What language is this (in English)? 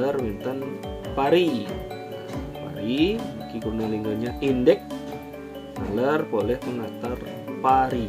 Balinese